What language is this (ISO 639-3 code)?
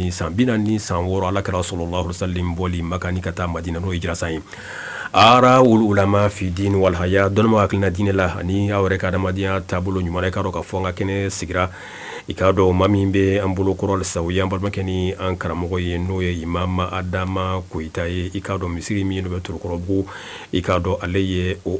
bam